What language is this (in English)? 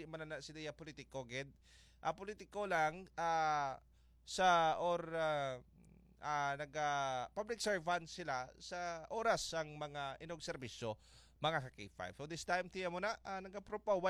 Hiligaynon